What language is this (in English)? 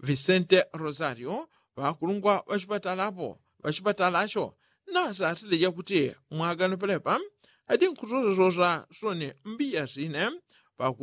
Yao